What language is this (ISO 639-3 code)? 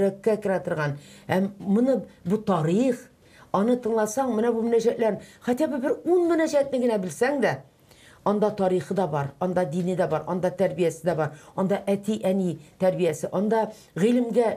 tat